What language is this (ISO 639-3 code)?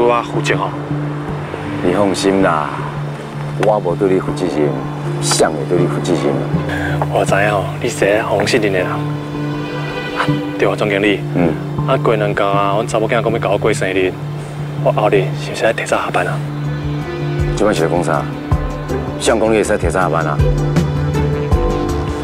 nan